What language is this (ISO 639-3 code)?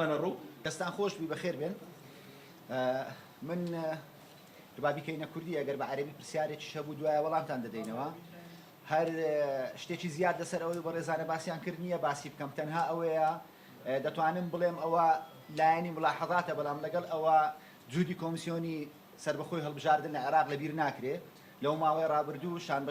ckb